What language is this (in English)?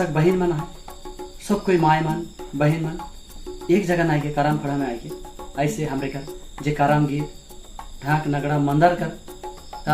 Sadri